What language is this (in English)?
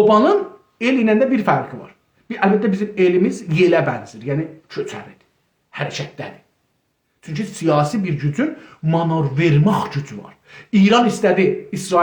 South Azerbaijani